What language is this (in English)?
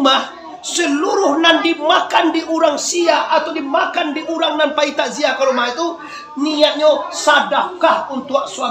Minangkabau